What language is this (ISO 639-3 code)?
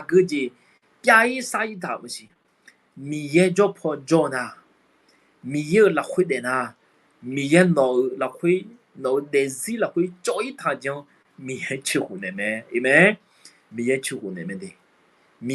ahk